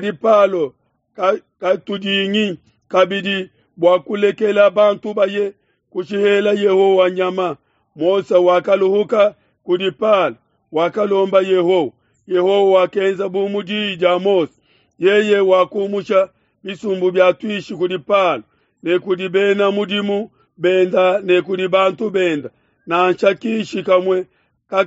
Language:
Luba-Lulua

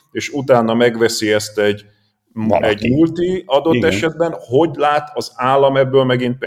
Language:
Hungarian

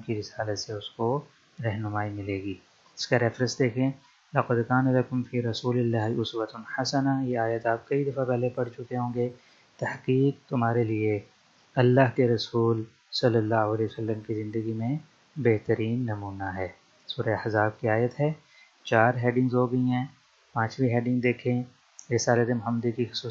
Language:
Urdu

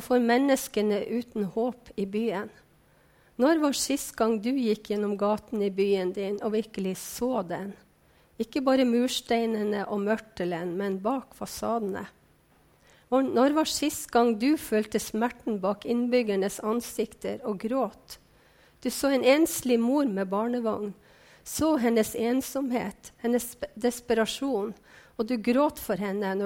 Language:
Norwegian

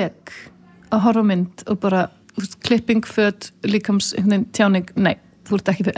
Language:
Icelandic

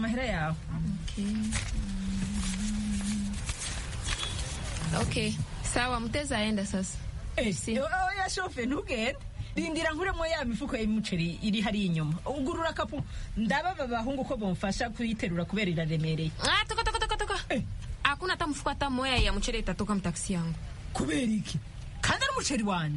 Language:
Kinyarwanda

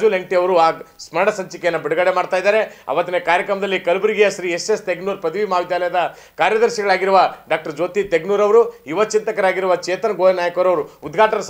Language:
Kannada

